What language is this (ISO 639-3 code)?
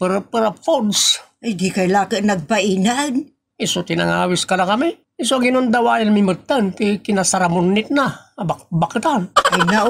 ilo